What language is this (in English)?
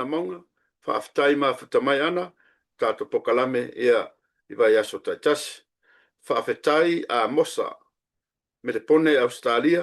Samoan